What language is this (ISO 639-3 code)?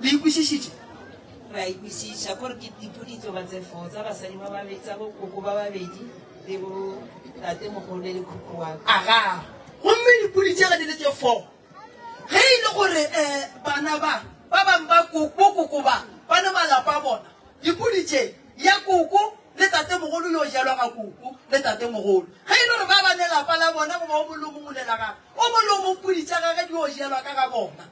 nso